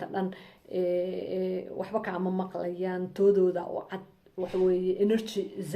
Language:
Somali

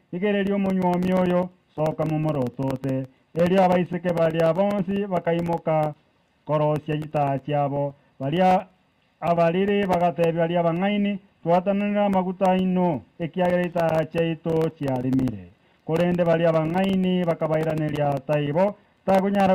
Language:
Gusii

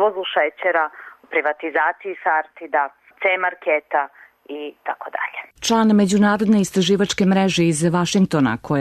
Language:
Serbian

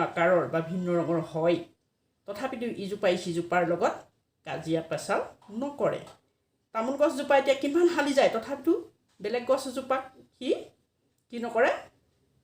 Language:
Assamese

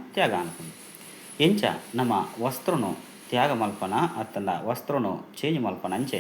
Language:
Tulu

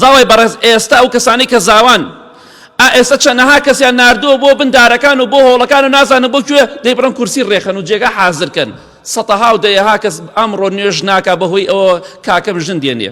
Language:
Central Kurdish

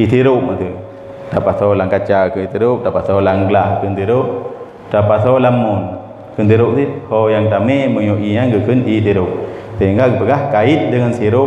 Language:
Achinese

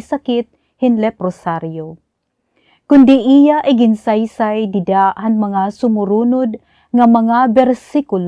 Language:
Waray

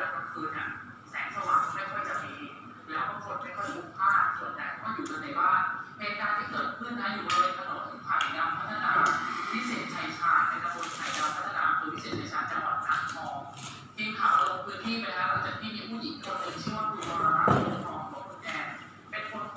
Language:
Lao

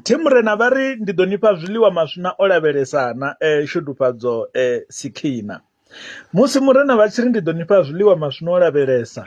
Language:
Venda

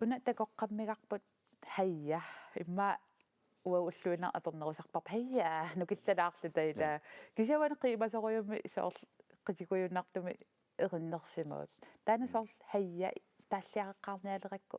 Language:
Kalaallisut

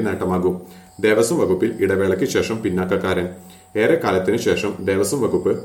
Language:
Malayalam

